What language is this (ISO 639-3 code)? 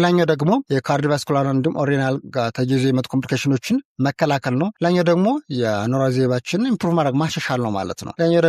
amh